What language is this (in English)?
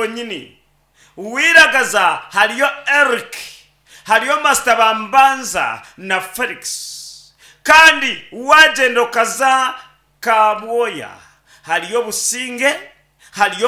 Nyankole